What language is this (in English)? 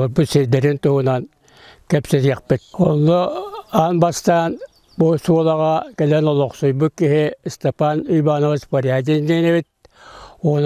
Yakut